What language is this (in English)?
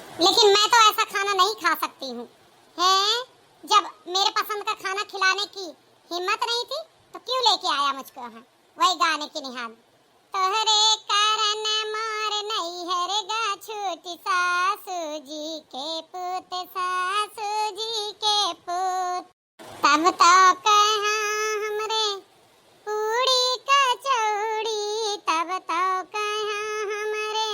Awadhi